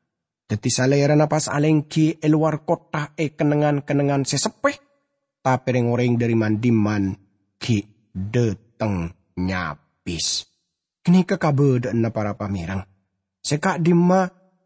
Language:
Madurese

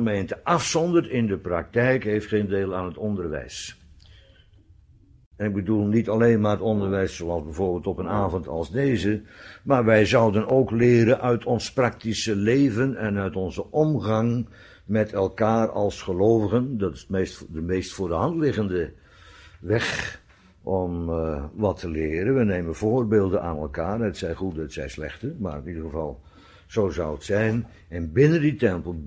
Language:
Dutch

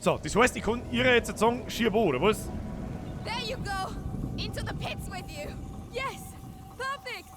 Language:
Bavarian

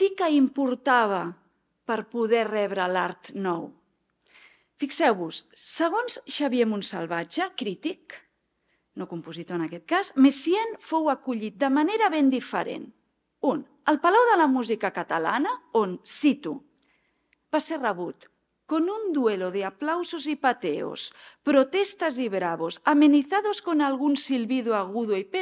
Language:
Catalan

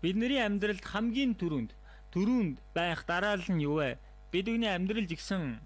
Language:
Mongolian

